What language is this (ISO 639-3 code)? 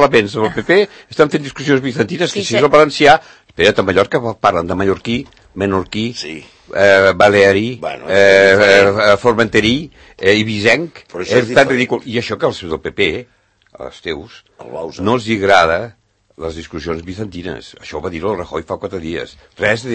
cat